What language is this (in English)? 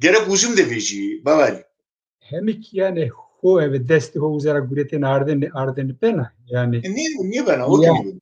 Zaza